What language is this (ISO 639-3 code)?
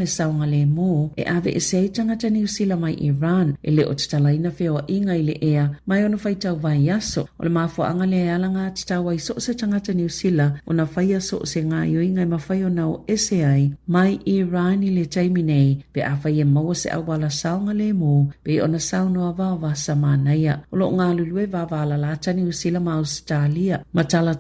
smo